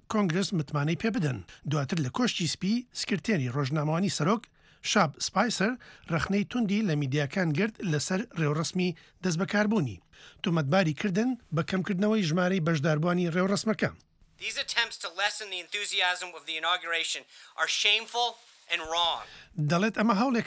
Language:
Central Kurdish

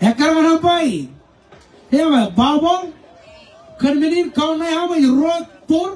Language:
Marshallese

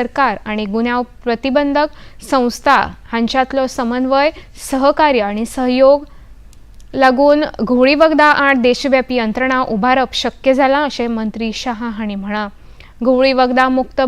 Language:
Konkani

